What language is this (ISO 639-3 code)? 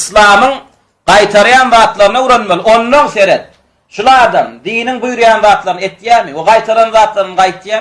tuk